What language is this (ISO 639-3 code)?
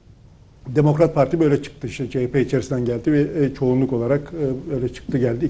tur